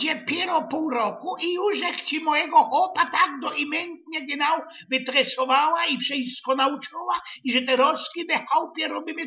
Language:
Silesian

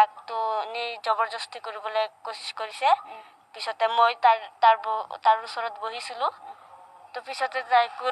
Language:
Assamese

